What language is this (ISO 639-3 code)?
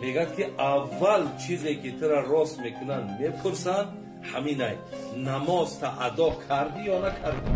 tgk